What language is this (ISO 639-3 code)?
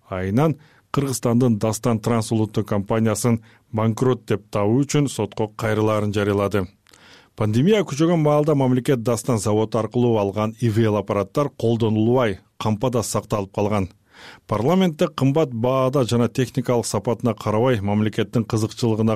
kir